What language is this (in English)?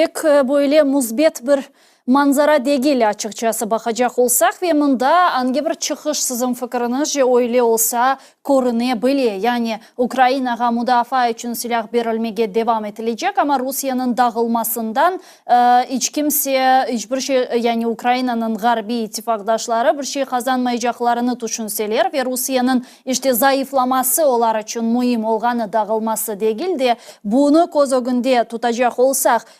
Crimean Tatar